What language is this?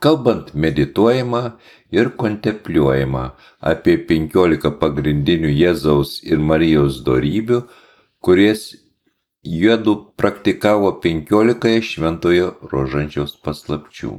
Lithuanian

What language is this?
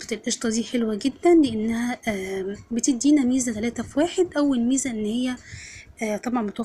Egyptian Arabic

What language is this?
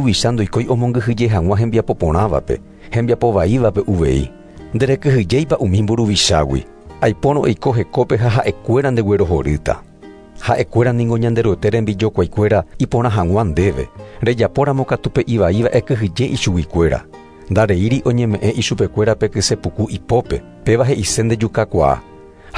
Guarani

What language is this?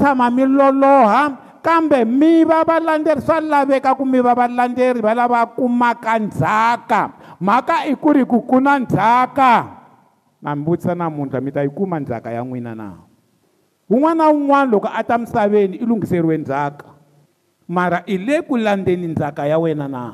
Tsonga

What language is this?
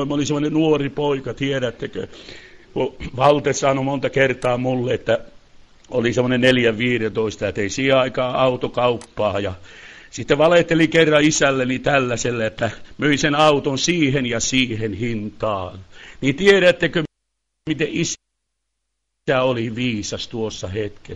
Finnish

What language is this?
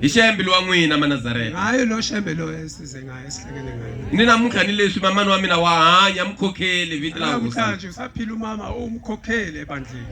Zulu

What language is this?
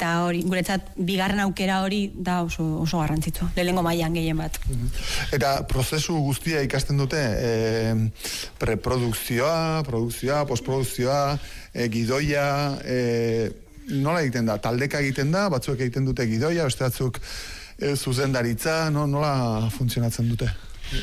Basque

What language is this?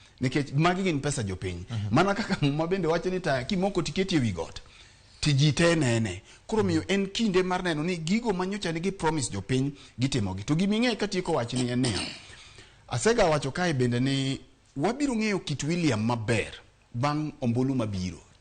Luo (Kenya and Tanzania)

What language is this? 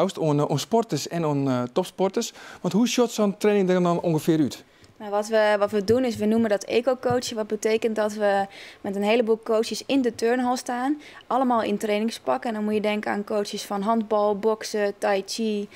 Western Frisian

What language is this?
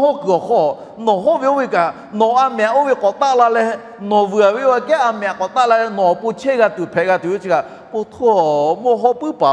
Lahu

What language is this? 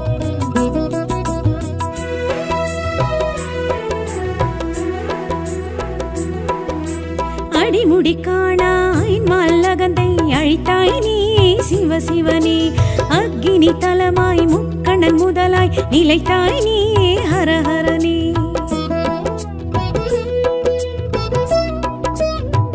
Tamil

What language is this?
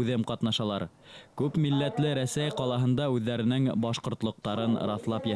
Bashkir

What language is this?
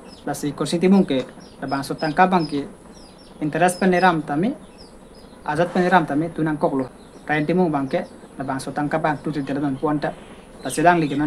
Karbi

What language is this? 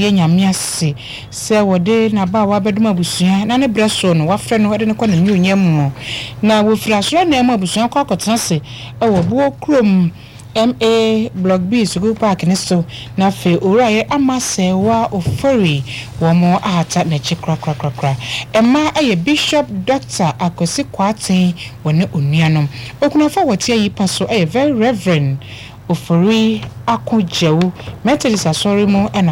Akan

